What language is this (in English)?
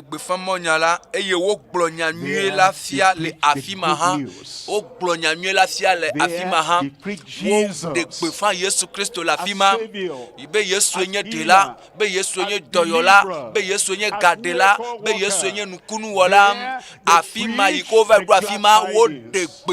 Ewe